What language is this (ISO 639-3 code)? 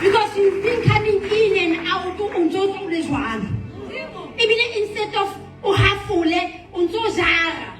sot